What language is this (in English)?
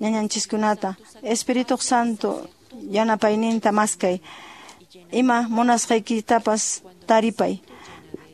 Quechua